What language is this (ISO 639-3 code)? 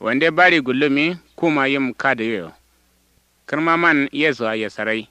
kau